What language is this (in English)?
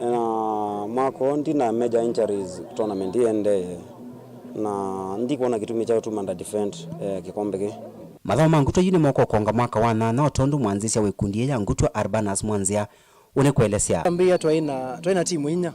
Kamba